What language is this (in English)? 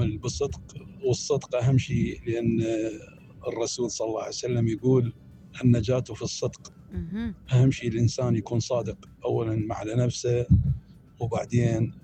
Mesopotamian Arabic